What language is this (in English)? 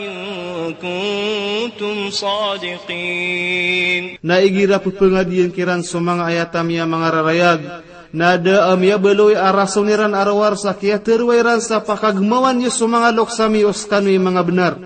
Maranao